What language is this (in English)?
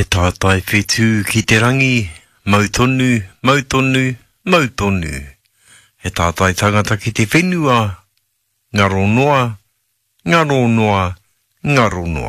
Māori